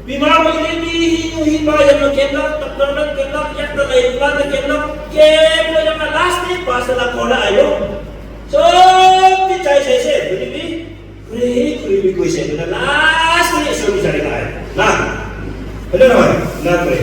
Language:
Naga Pidgin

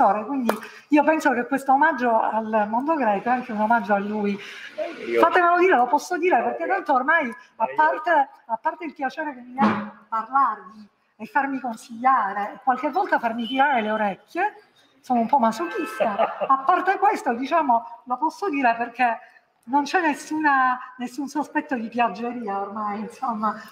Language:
Italian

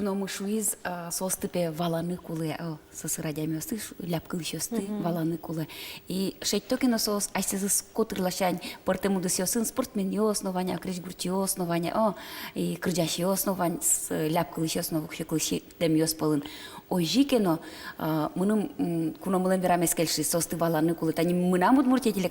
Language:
Udmurt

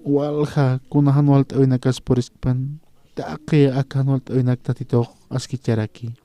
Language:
Aymara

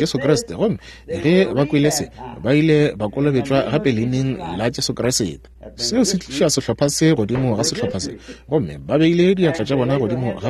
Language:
Northern Sotho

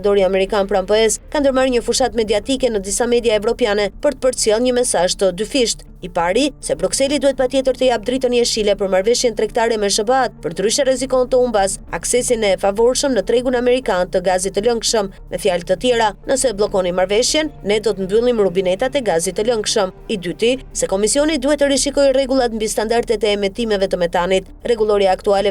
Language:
Albanian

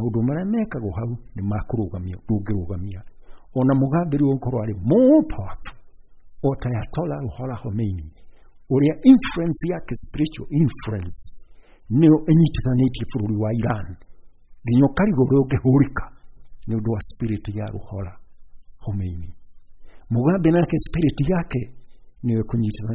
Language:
Kikuyu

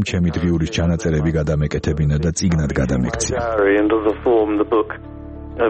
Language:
Georgian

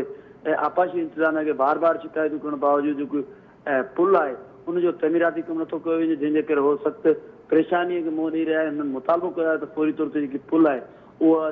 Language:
Sindhi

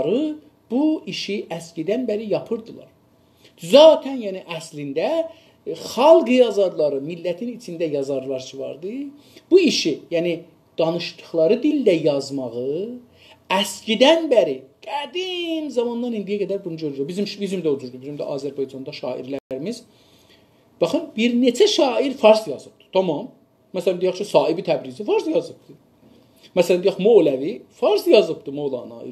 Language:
South Azerbaijani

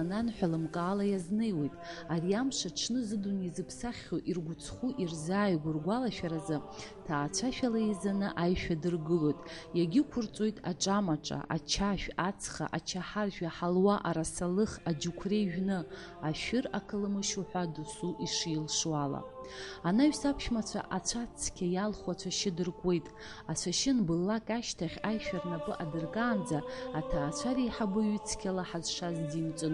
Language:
Abkhazian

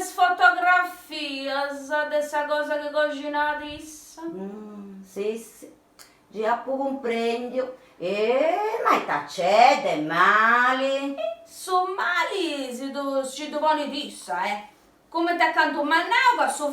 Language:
Sardinian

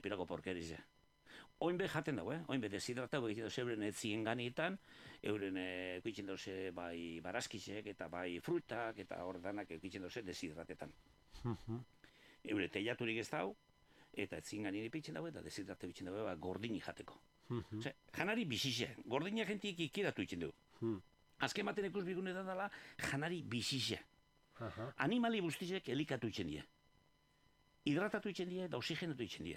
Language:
Basque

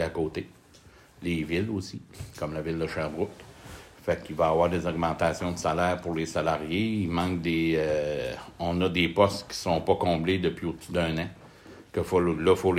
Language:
French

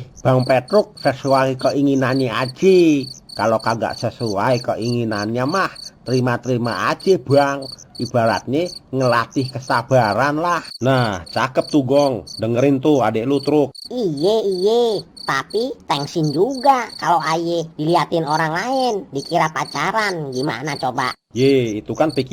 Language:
Betawi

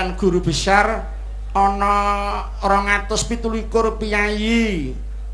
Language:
Javanese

